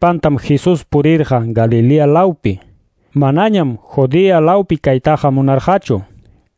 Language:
Quechua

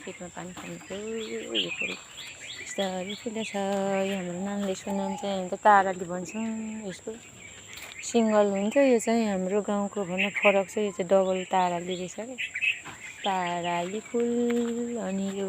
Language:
Nepali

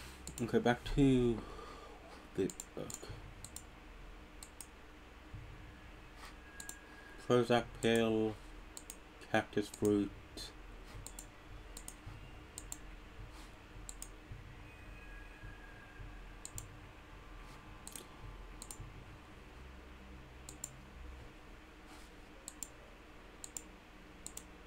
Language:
English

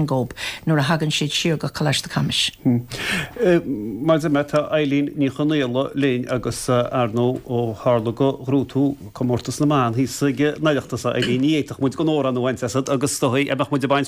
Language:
Irish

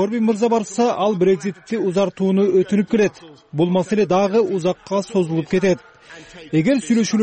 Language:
Kyrgyz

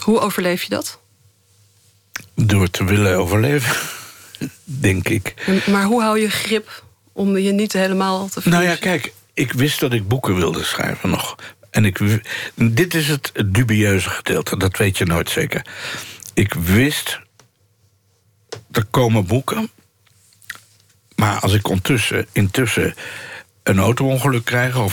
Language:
Dutch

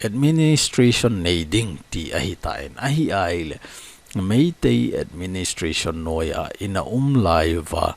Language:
Thado Chin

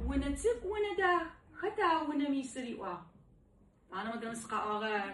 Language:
Adyghe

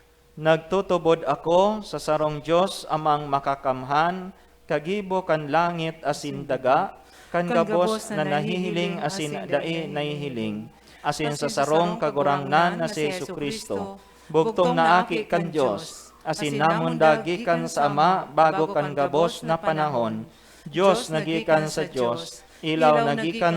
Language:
Bikol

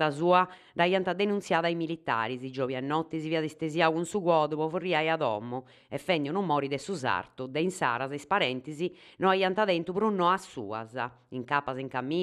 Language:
Sardinian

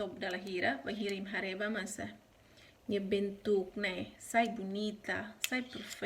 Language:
Tetum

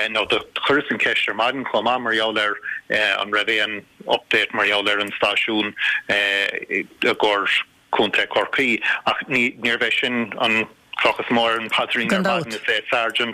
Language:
Irish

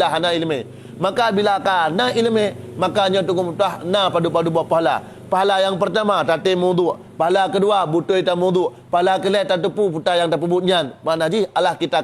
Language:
Achinese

